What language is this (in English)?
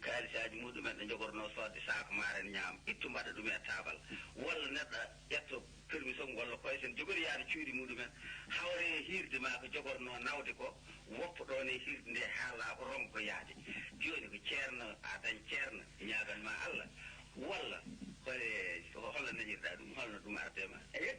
Fula